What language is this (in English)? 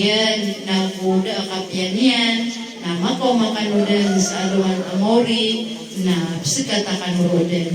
Maranao